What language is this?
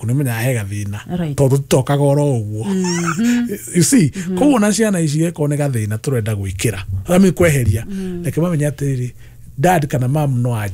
Kikuyu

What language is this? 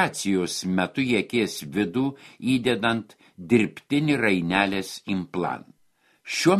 Lithuanian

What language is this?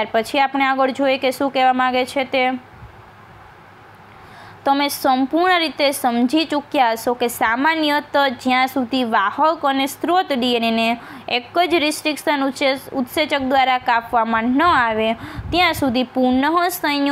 Gujarati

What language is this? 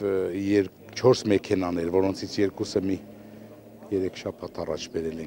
Armenian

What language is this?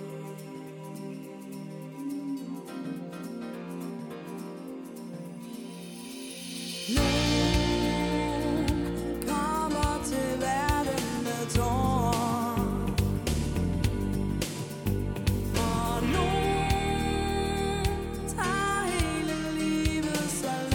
Danish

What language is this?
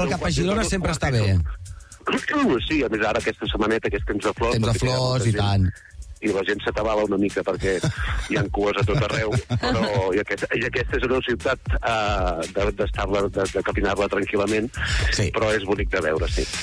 Catalan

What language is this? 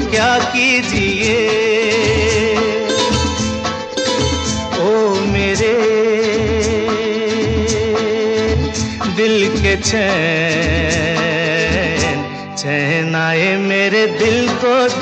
Hindi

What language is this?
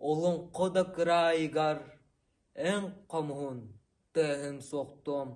Yakut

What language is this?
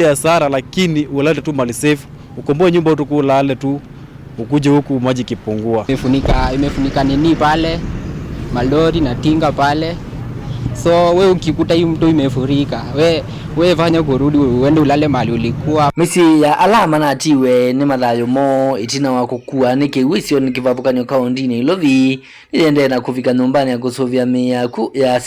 Kamba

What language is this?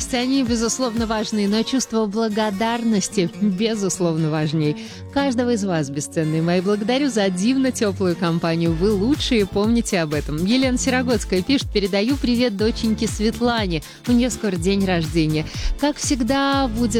Russian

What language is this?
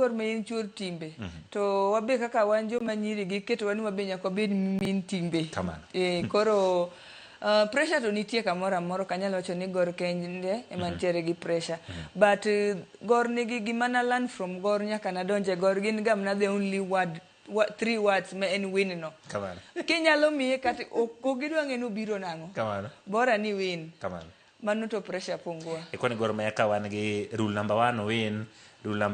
Luo (Kenya and Tanzania)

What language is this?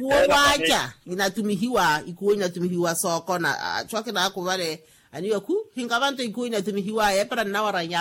Makhuwa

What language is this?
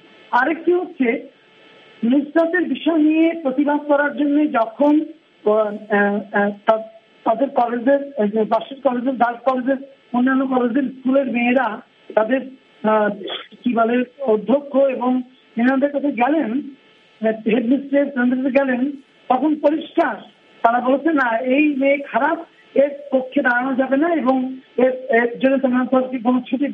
Bangla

